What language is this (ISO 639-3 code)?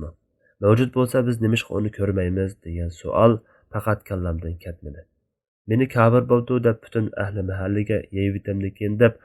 uig